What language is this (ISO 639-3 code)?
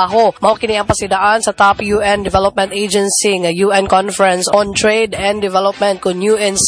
ceb